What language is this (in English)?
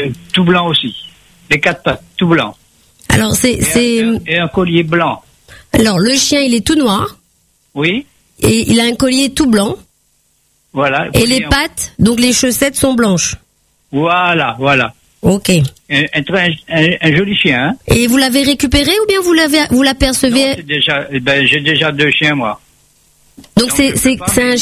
French